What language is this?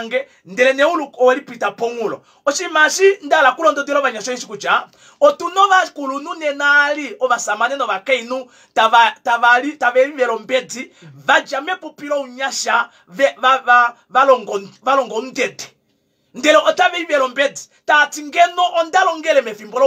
Kuanyama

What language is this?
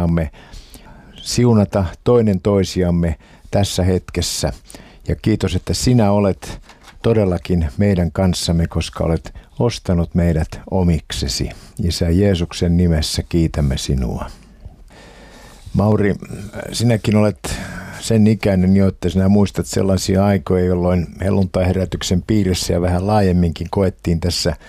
Finnish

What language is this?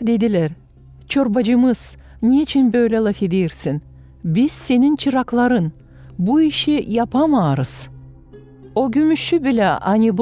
Gagauz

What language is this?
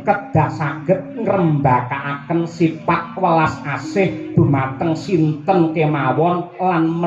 Javanese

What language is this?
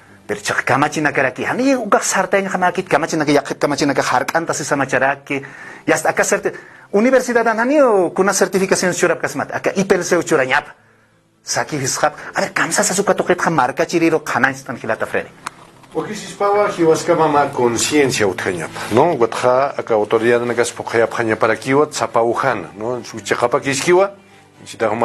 Aymara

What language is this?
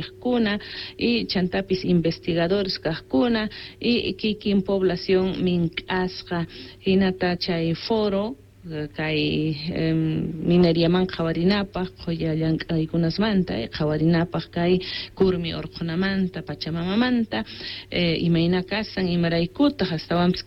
South Bolivian Quechua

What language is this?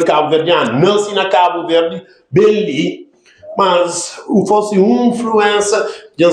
Kabuverdianu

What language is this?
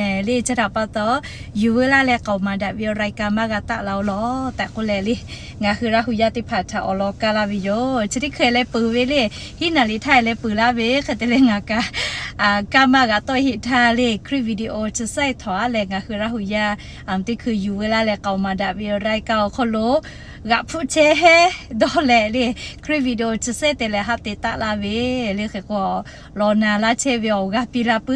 Lahu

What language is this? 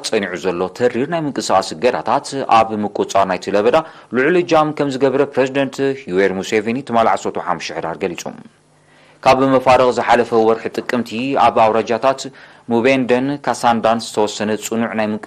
Tigrinya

